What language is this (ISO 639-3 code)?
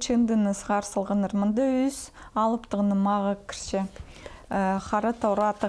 kjh